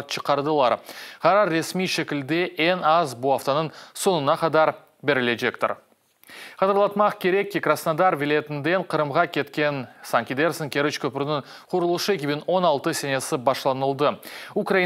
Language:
Crimean Tatar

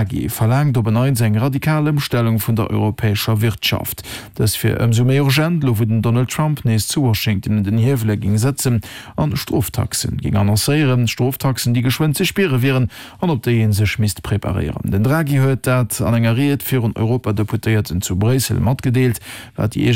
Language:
Luxembourgish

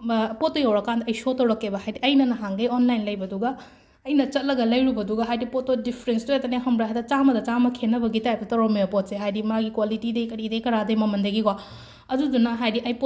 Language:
Manipuri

